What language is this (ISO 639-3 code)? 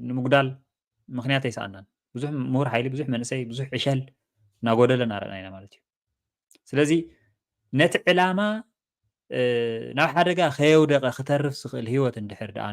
tir